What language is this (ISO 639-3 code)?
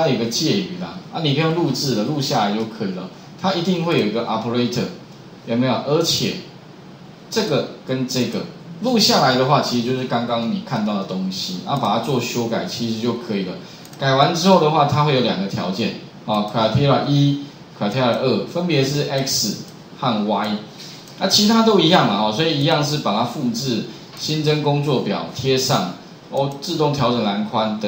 zho